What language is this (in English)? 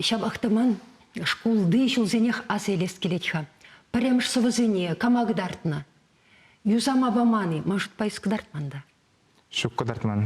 Chuvash